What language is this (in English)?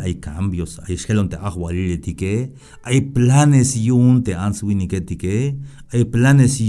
Tzeltal